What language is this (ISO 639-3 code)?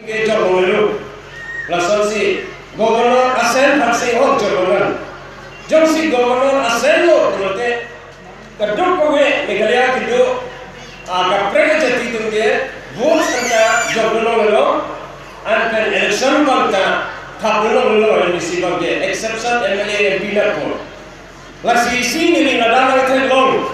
mjw